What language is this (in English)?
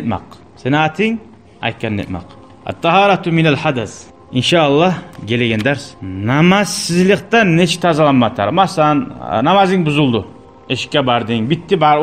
Kumyk